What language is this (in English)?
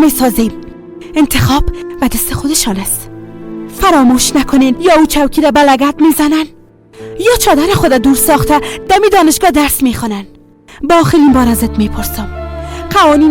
Persian